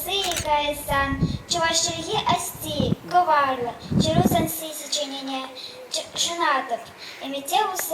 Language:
Chuvash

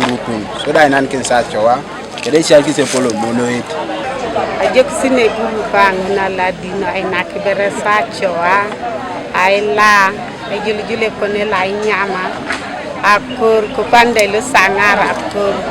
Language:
Teso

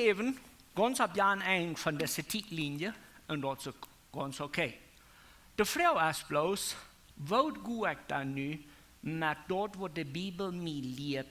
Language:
Plautdietsch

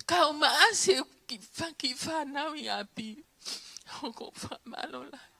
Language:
Tongan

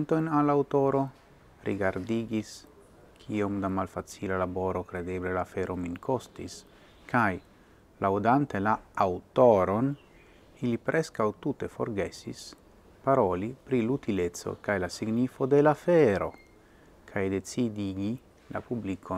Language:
Esperanto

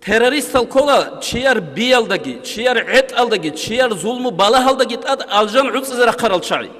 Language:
Avaric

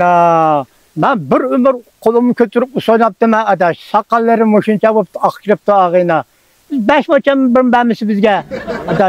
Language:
Uyghur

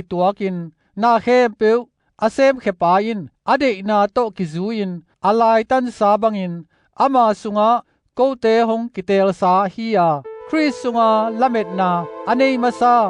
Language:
Tedim Chin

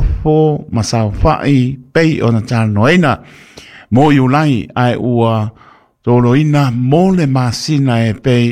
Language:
Samoan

